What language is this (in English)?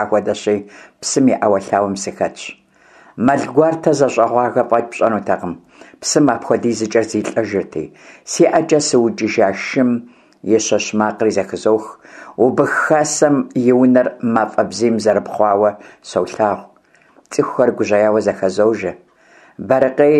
Kabardian